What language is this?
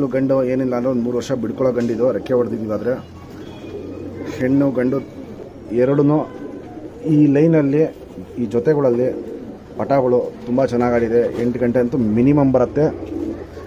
Kannada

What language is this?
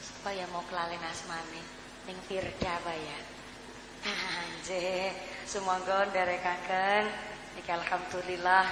Javanese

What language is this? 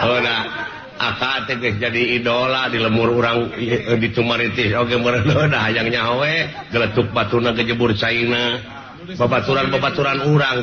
Sundanese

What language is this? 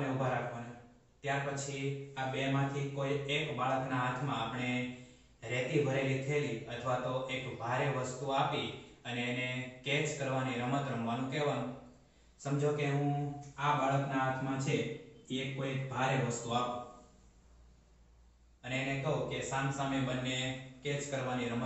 Gujarati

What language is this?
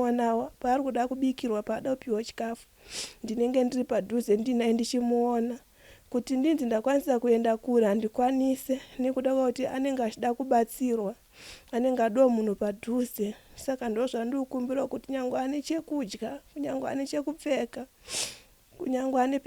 Shona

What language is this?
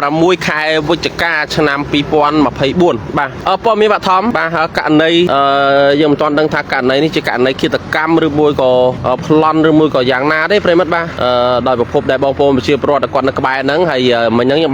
Khmer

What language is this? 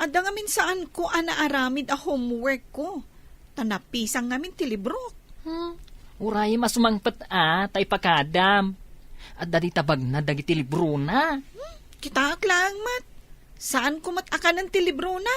Iloko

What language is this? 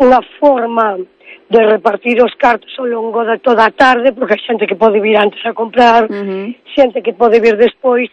Galician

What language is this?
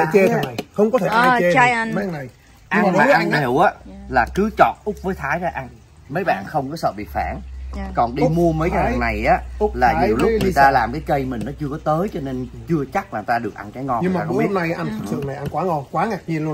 Vietnamese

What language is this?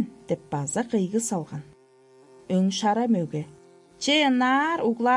Tuvinian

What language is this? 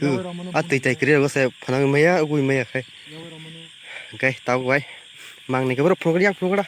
Kok Borok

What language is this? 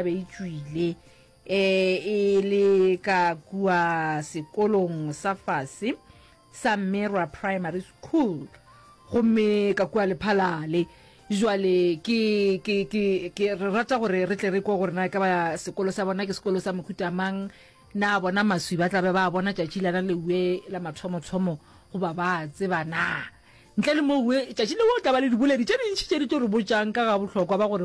Northern Sotho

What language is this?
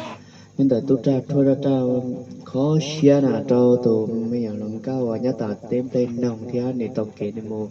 Hmong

